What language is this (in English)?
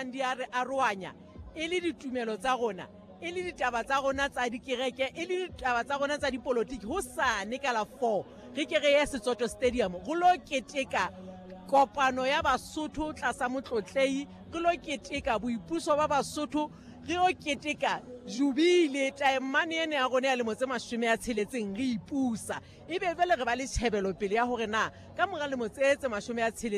Southern Sotho